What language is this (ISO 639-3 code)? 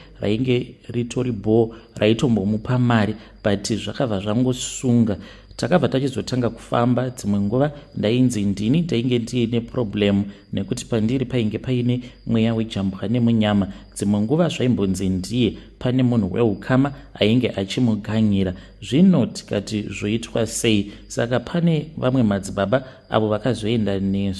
sna